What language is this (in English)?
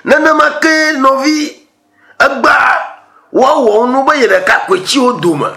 Ewe